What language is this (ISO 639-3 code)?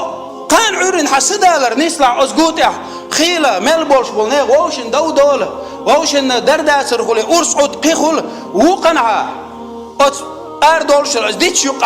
che